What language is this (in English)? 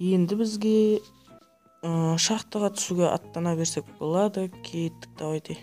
Kara-Kalpak